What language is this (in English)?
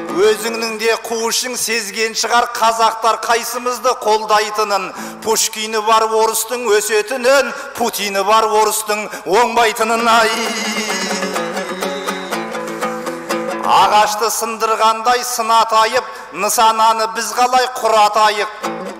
Kazakh